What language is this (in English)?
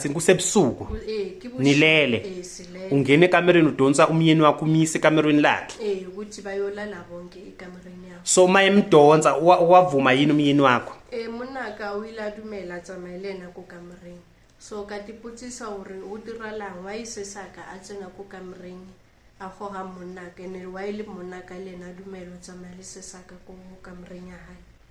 Zulu